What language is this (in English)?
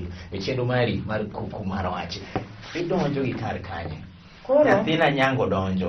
Luo (Kenya and Tanzania)